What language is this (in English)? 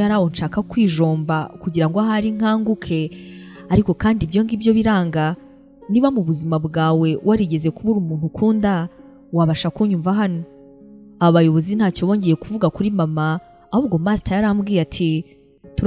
Kinyarwanda